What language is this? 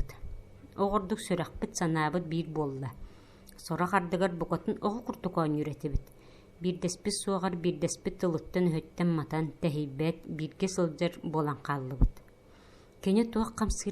Yakut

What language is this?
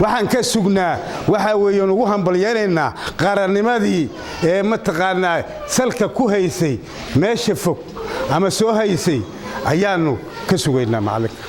Somali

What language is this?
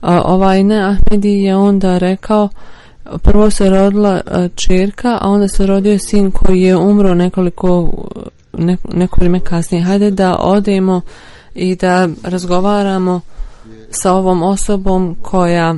Bosnian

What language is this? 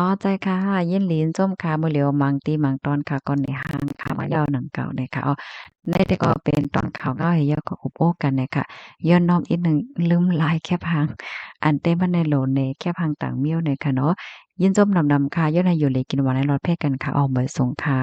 Shan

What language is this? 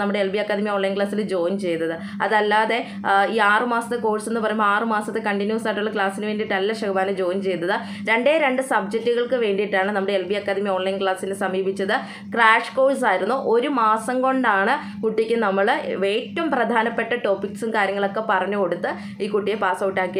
Malayalam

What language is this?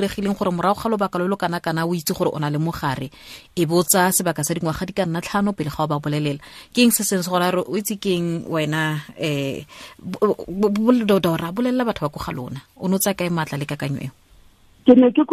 Tswana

